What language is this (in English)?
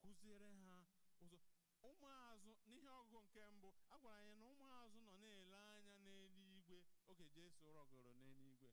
Igbo